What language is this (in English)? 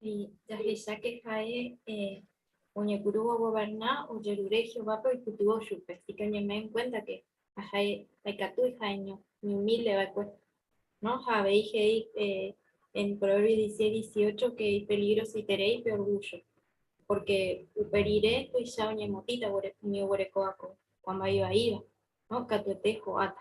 Guarani